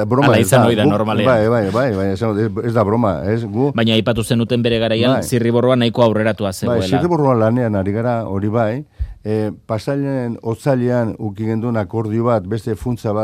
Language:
Basque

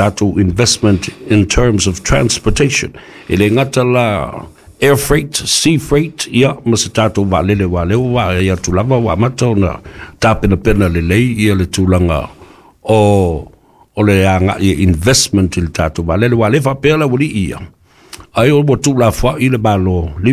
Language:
Samoan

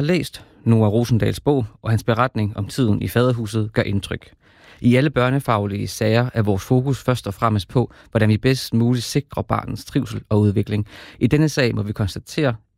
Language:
Danish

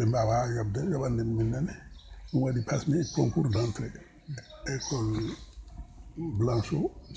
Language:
Fula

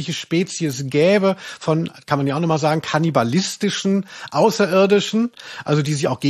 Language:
German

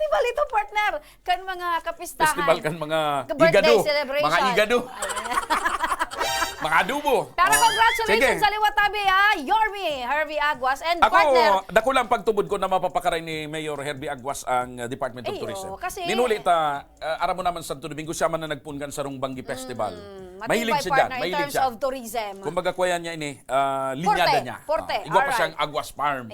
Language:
Bikol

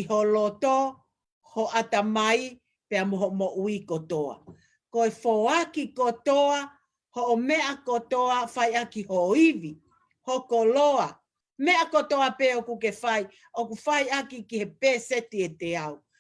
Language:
Tongan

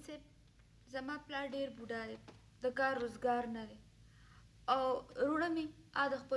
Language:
Pashto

